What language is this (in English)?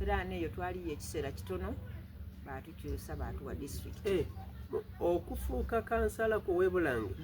Soga